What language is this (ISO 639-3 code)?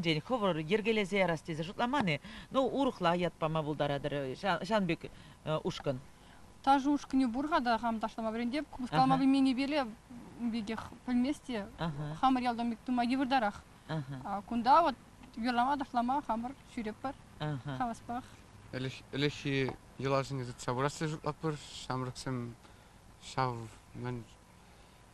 chv